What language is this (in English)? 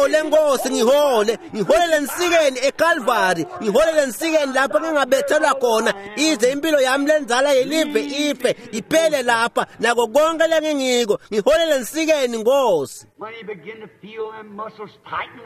Swati